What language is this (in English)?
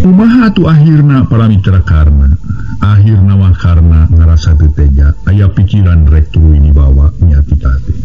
Sundanese